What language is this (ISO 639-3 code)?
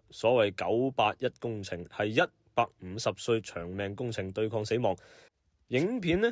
yue